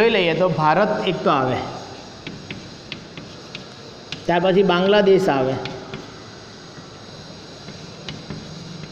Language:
Gujarati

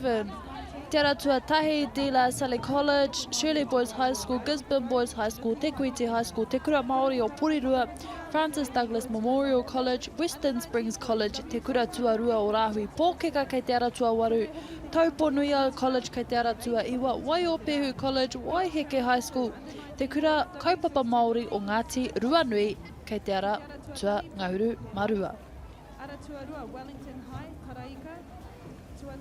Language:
Māori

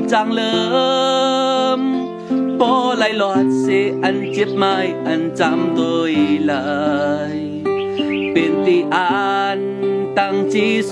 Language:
Shan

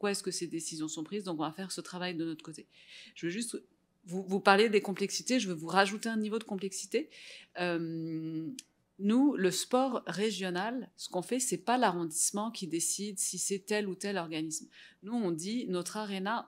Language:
French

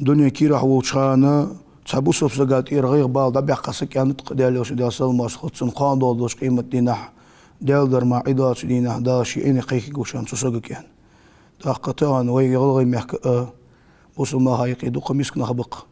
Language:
Ingush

